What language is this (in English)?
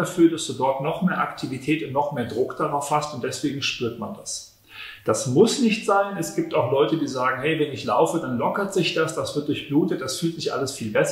German